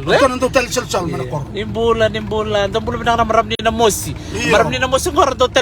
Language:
Fijian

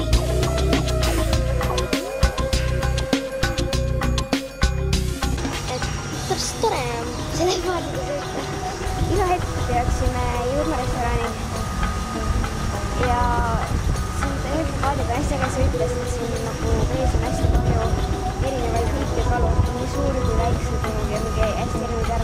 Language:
Estonian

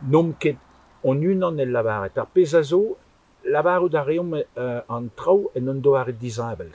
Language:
Breton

